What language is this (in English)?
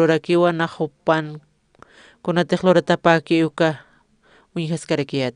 Aymara